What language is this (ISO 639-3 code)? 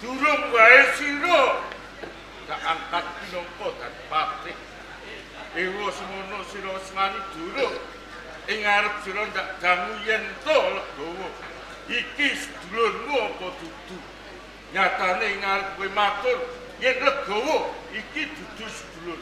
jav